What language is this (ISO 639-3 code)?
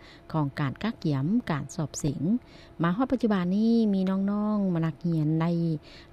lao